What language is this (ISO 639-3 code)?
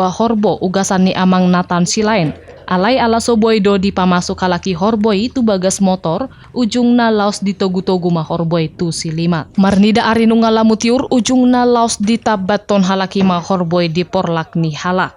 bbc